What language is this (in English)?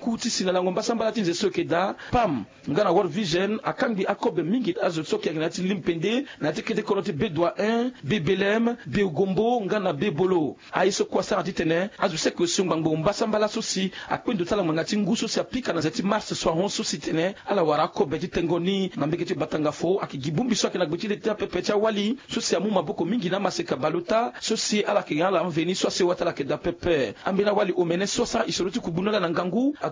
Sango